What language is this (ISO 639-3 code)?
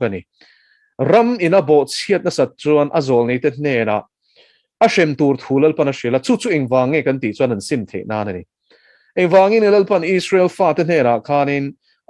lus